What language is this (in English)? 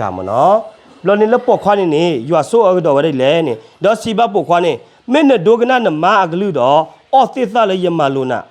S'gaw Karen